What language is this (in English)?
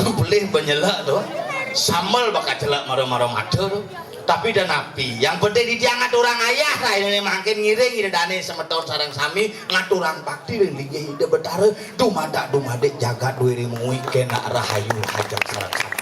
Balinese